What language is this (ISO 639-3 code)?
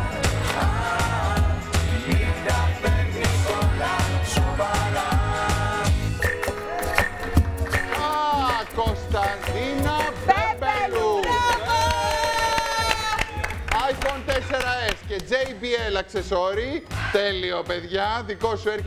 ell